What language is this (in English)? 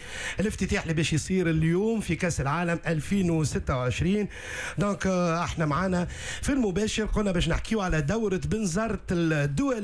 Tunisian Arabic